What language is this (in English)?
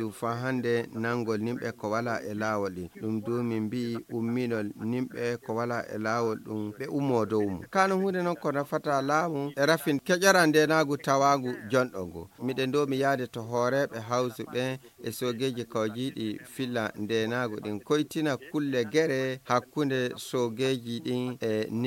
Fula